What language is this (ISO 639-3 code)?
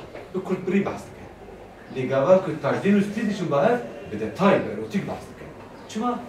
kur